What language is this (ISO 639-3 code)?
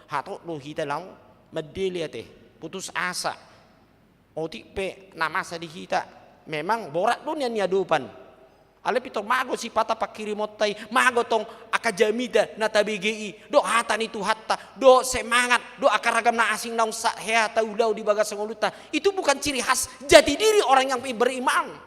bbc